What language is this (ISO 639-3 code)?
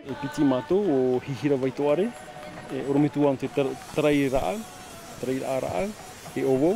tah